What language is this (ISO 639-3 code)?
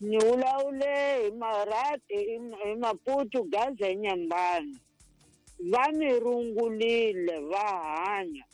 tso